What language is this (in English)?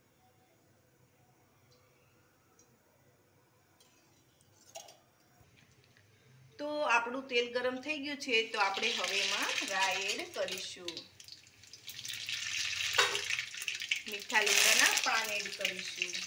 Gujarati